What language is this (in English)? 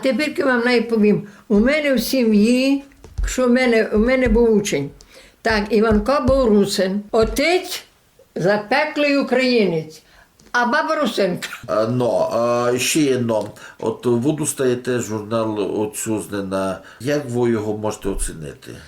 Rusyn